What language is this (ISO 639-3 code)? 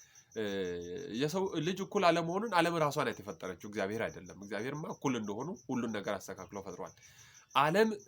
amh